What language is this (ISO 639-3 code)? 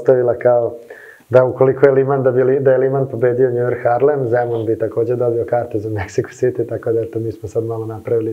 srp